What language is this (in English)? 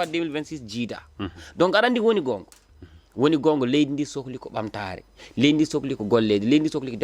Fula